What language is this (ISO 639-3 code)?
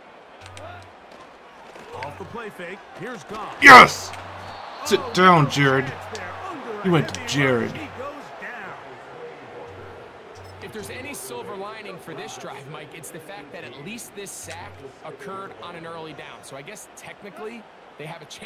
eng